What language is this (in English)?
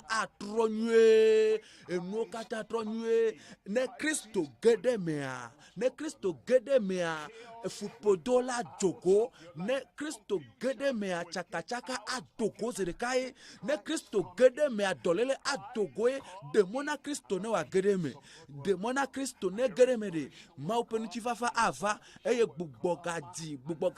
Ewe